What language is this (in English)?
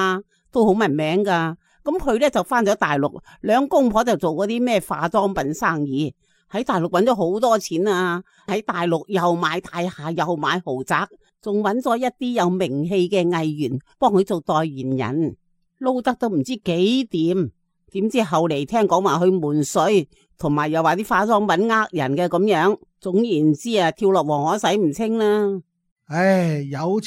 Cantonese